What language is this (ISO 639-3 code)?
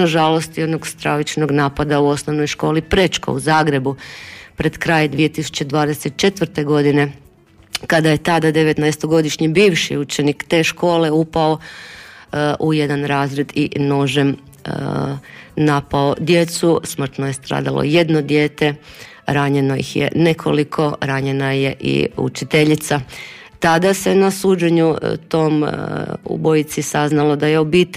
hrv